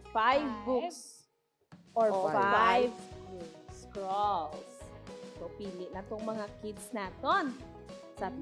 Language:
Hiligaynon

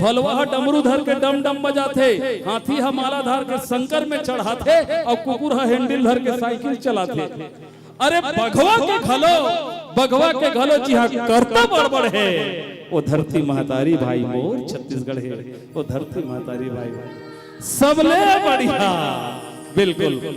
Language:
Chhattisgarhi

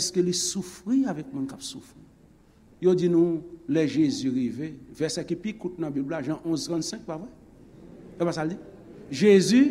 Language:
Haitian Creole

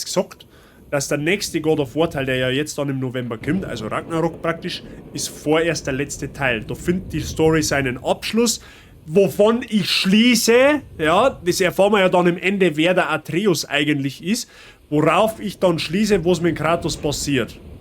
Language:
Bavarian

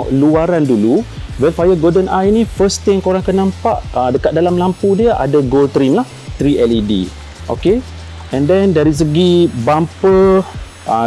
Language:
Malay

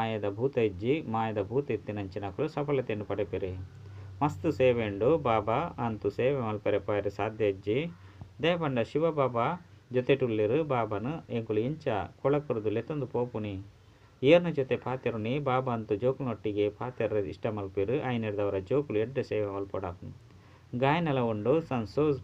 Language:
Tulu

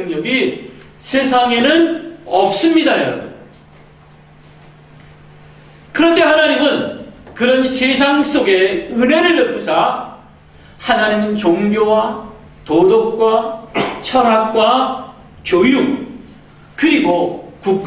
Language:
Korean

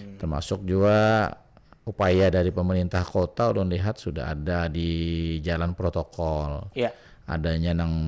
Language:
Banjar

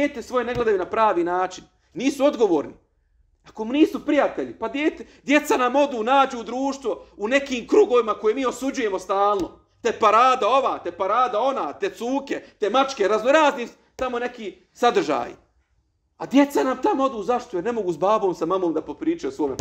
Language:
Bosnian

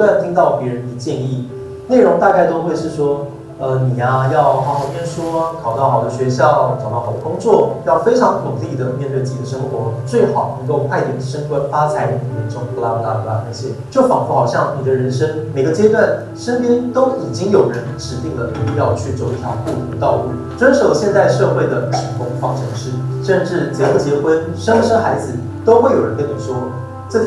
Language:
Chinese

